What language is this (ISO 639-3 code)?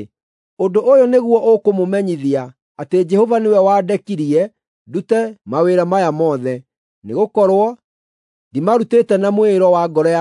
kik